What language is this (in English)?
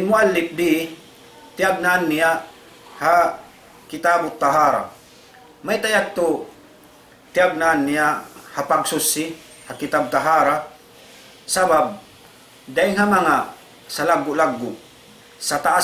Tausug